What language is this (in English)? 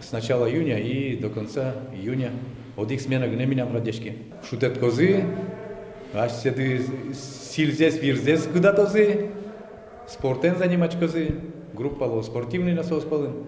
Udmurt